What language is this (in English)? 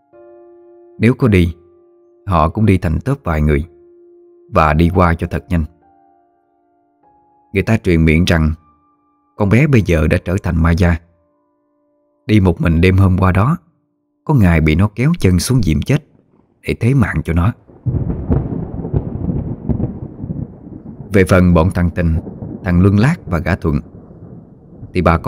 Vietnamese